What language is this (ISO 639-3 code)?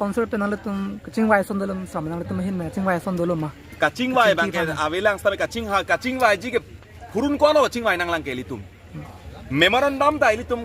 mjw